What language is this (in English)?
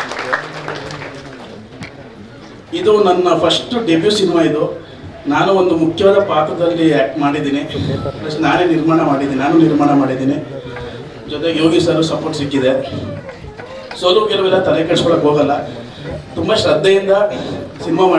Kannada